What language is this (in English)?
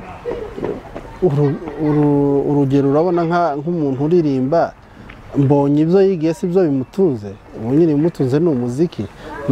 Kinyarwanda